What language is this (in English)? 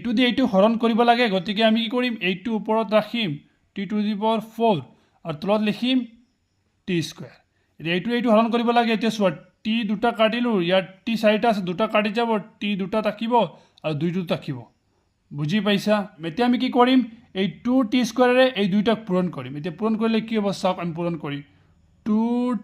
Assamese